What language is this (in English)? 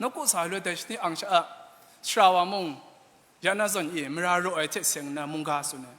Kachin